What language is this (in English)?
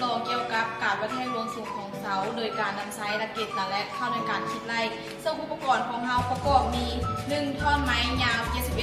Lao